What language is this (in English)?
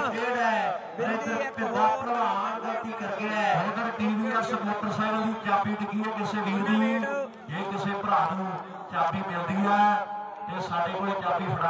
Punjabi